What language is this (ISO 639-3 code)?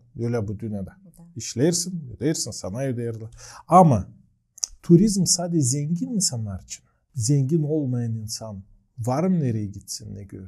gag